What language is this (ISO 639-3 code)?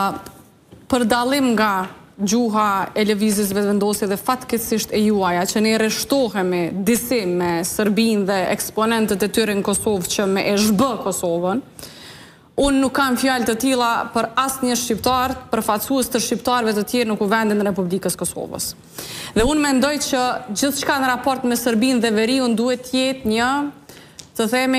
sqi